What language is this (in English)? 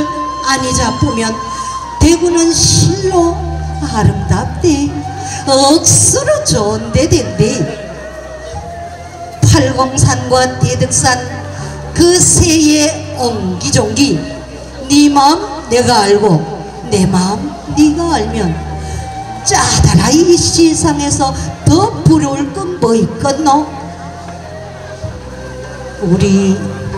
Korean